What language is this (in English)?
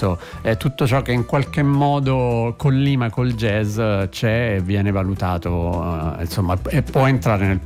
Italian